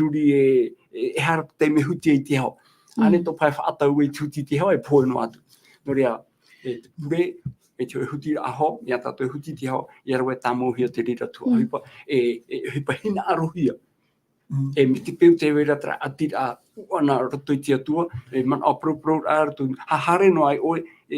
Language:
Tahitian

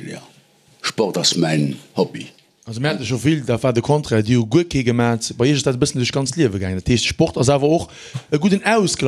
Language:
Luxembourgish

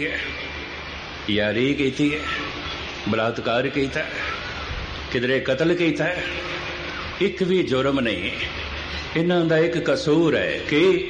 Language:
Punjabi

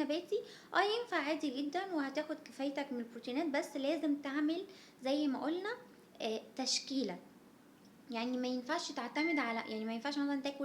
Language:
Egyptian Arabic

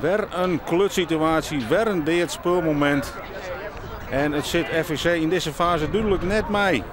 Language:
Western Frisian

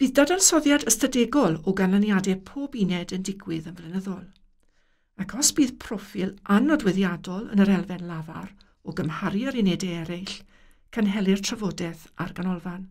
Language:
Welsh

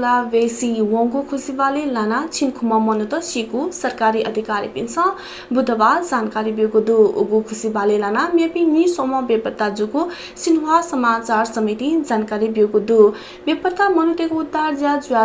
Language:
Newari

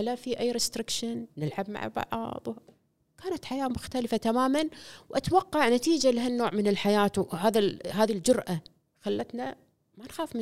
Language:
Gulf Arabic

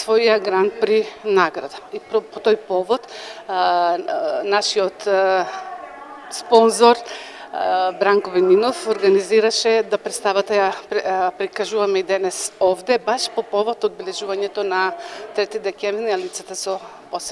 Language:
Macedonian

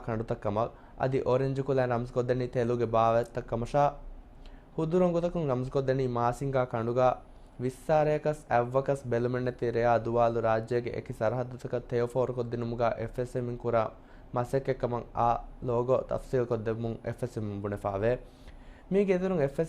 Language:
Divehi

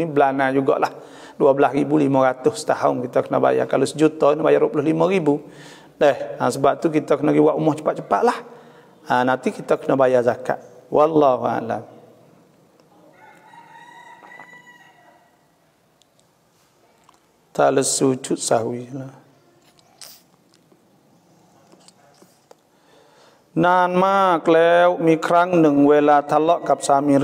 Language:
Malay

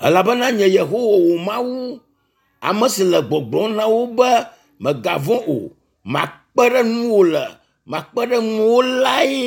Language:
Ewe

